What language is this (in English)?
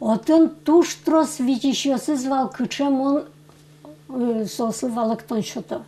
Udmurt